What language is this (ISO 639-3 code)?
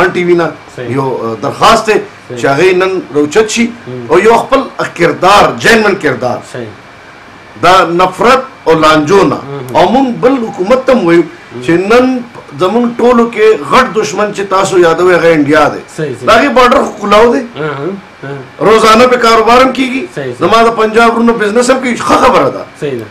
pus